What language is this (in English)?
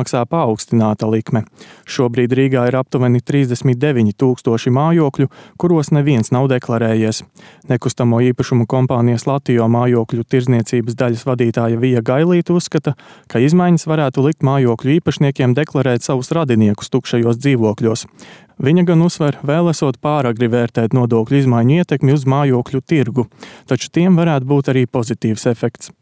Latvian